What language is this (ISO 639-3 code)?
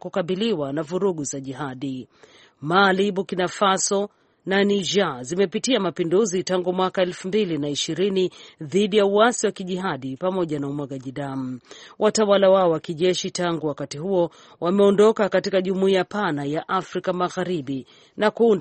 swa